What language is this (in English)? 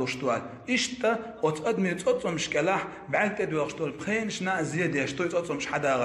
Chechen